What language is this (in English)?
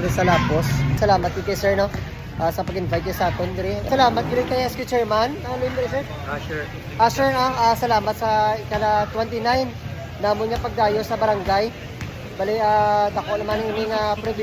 Hiligaynon